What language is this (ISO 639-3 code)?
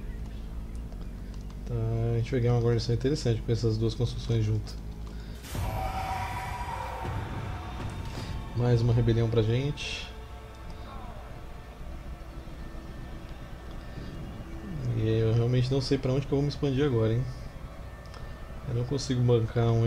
por